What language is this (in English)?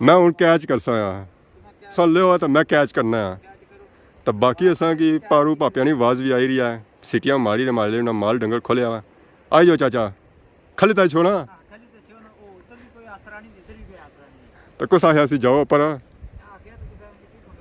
Pahari-Potwari